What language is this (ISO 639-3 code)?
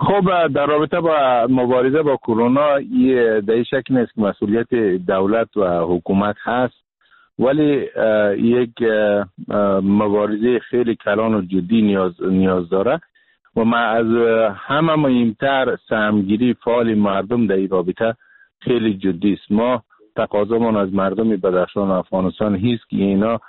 fas